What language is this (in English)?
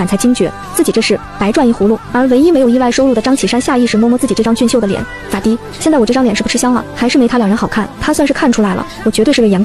Chinese